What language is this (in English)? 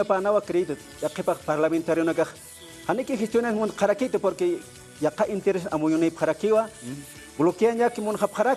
Aymara